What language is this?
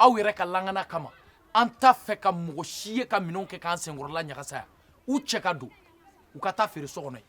Bambara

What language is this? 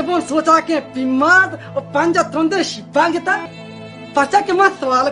Baluchi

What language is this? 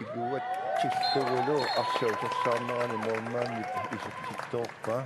Kalaallisut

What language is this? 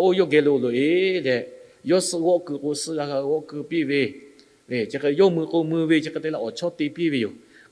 Lahu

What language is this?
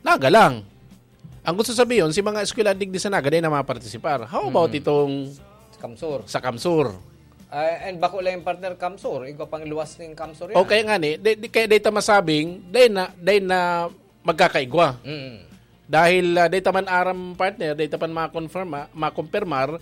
Bikol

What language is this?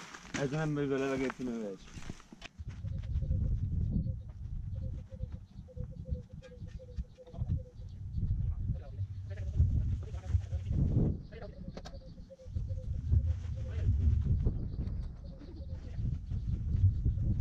Hungarian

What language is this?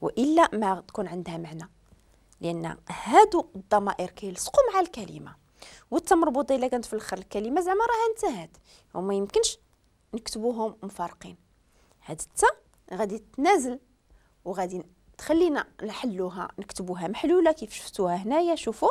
Moroccan Arabic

